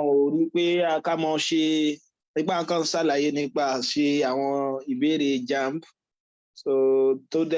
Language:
Yoruba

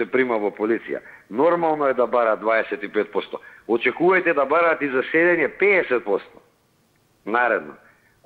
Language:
Macedonian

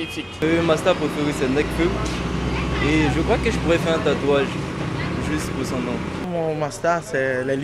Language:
French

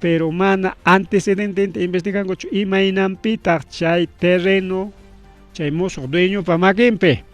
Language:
Ayacucho Quechua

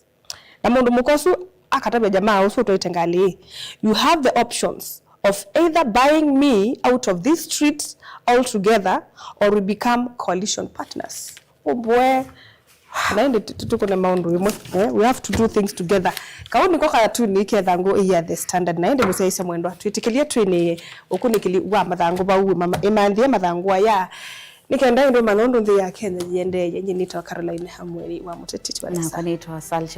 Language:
Kamba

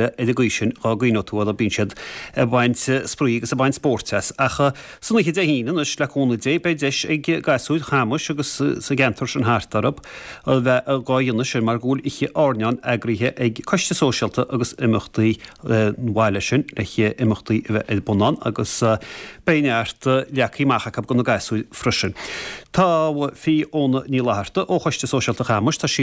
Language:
Irish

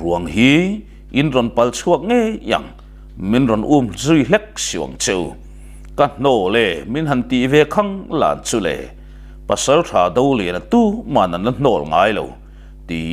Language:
Mizo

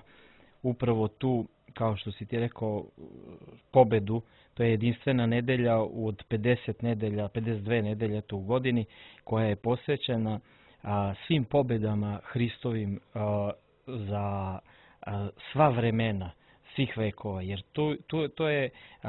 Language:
Serbian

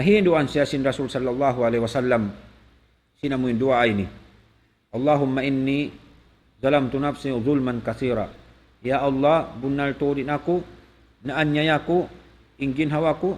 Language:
Tausug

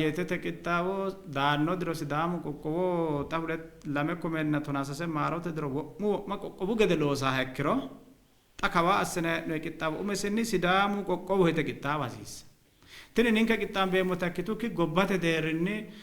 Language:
Sidamo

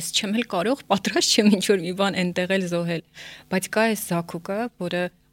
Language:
Armenian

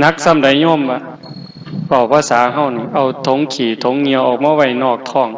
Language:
Northeastern Thai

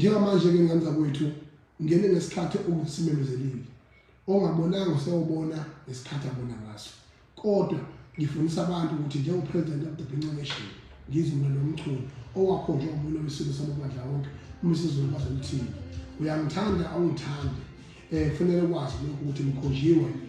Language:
Zulu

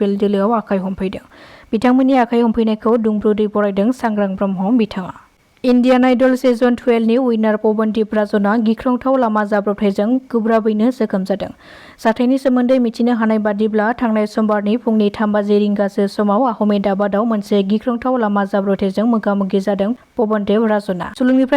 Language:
Bodo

